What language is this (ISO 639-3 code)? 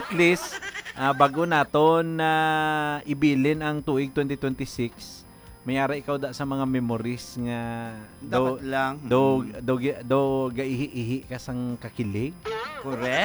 hil